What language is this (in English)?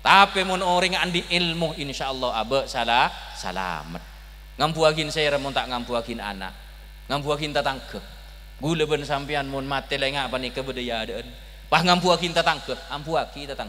Madurese